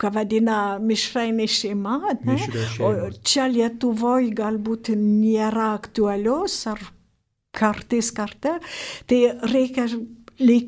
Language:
Lithuanian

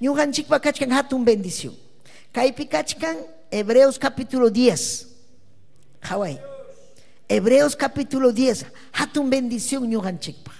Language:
Ayacucho Quechua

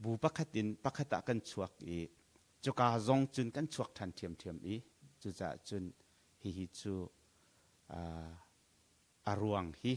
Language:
Hakha Chin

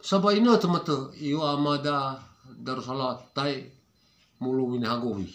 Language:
Nias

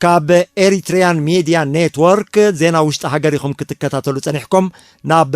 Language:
Tigrinya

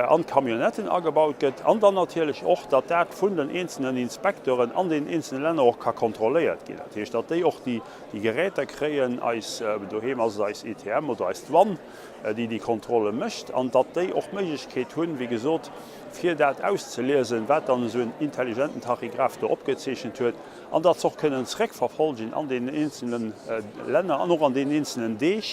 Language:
Luxembourgish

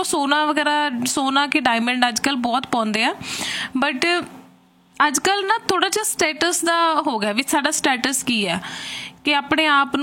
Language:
Punjabi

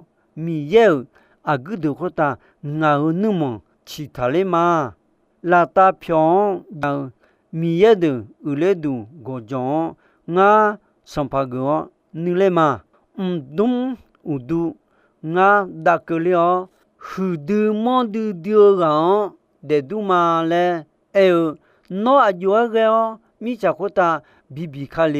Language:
Akha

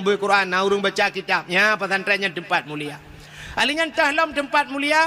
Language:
Achinese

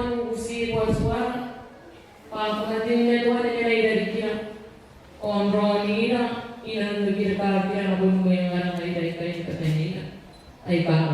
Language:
Gilbertese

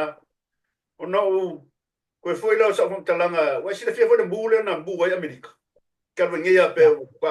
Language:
Samoan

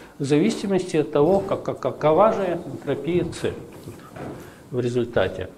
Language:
Russian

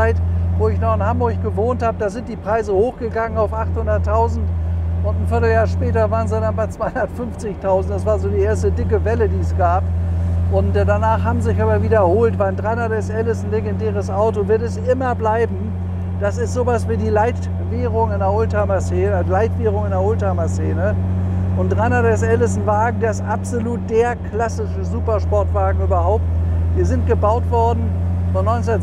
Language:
German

